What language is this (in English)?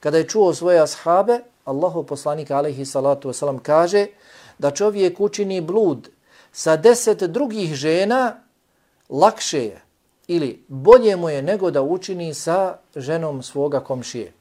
Bosnian